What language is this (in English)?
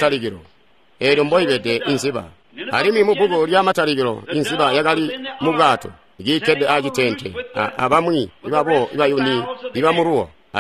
Tonga (Zambia)